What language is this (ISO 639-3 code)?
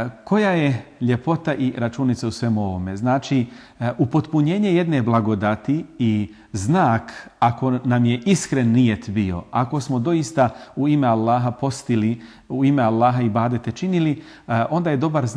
bos